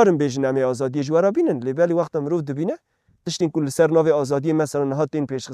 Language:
Kurdish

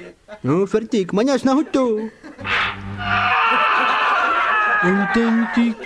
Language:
Czech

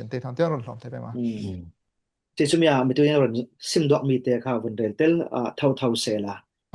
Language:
Falam Chin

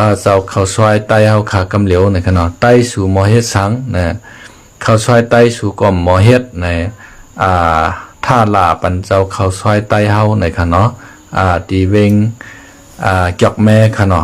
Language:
Shan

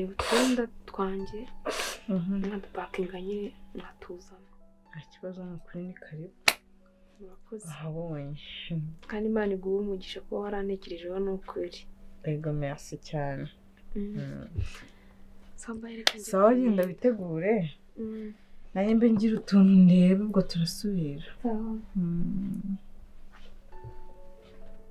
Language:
Kinyarwanda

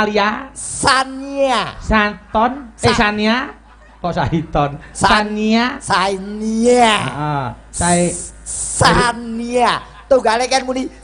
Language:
Javanese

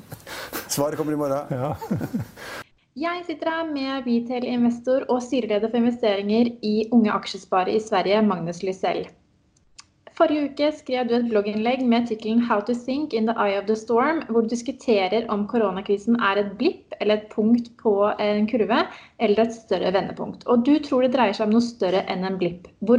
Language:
Norwegian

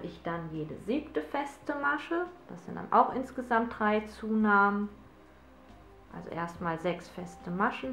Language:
German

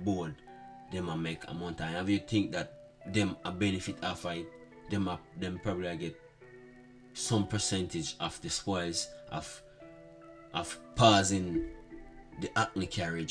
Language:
Jamaican Creole English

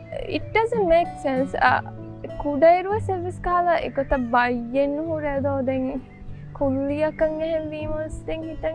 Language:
Divehi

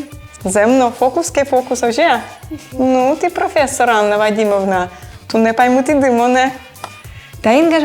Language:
Udmurt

